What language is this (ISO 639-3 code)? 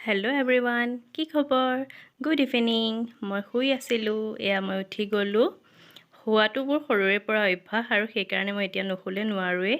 asm